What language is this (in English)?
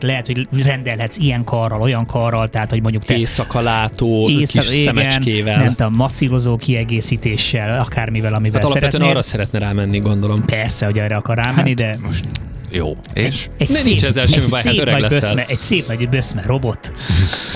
Hungarian